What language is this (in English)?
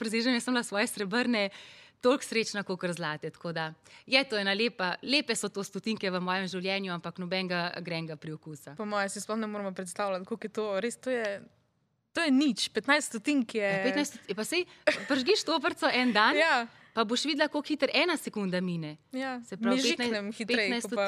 Slovenian